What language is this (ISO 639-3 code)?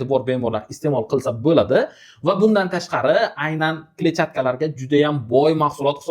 uzb